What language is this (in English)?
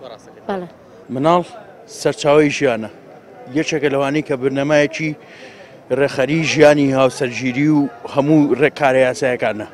Central Kurdish